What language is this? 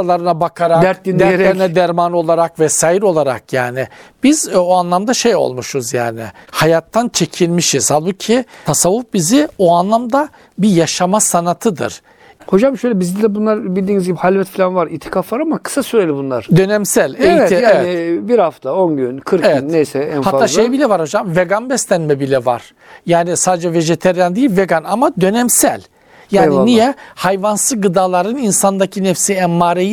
Turkish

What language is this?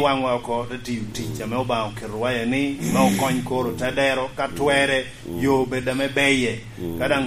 Lango (Uganda)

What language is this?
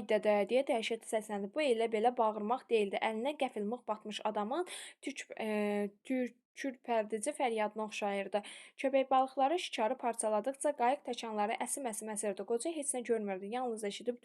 Azerbaijani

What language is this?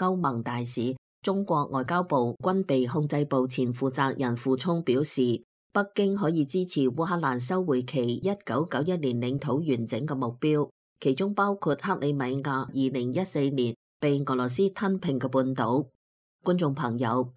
Cantonese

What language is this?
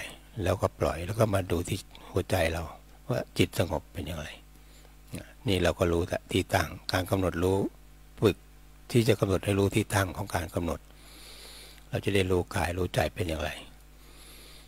Thai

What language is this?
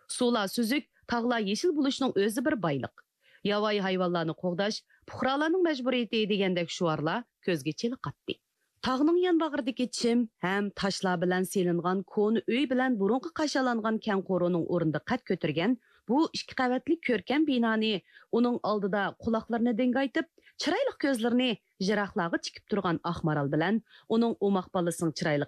Uyghur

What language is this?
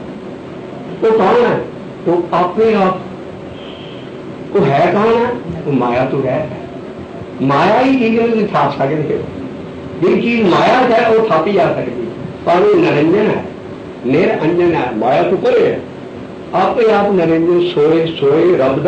Punjabi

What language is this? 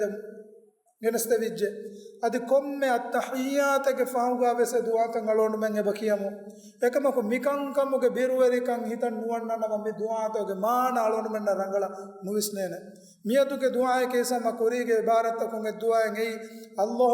Divehi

